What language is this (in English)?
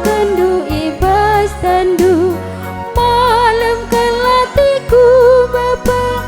Batak Karo